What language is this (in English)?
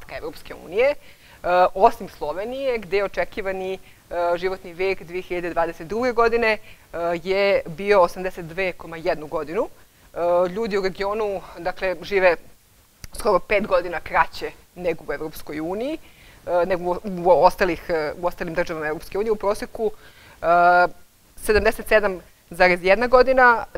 Serbian